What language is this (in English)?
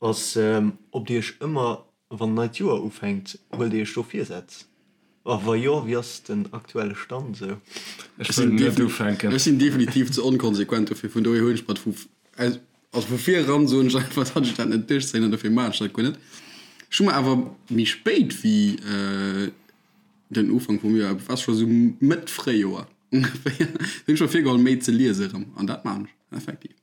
Luxembourgish